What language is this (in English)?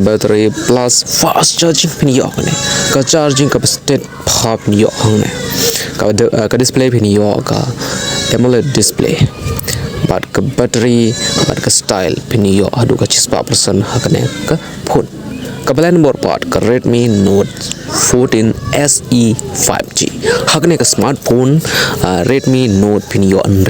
Khasi